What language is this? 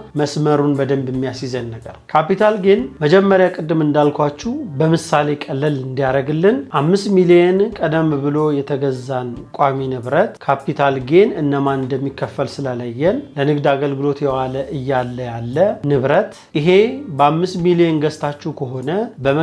Amharic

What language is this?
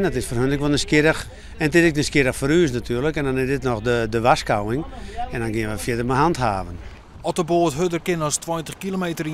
Western Frisian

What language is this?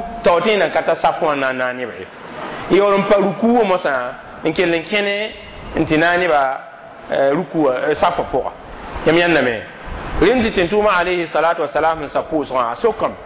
Mossi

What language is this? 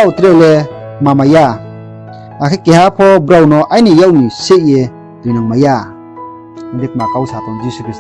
Riang (India)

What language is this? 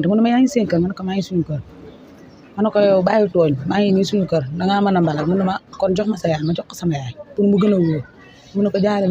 Wolof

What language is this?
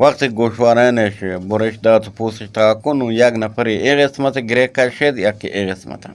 Eastern Balochi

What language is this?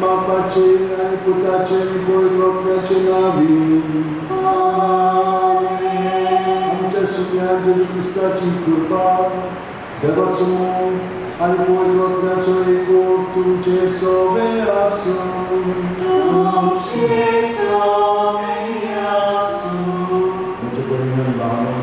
Konkani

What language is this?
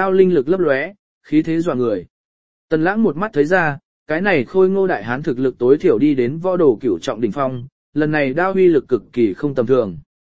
Vietnamese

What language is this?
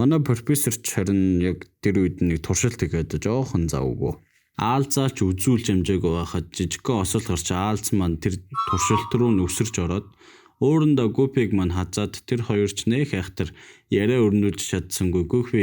Mongolian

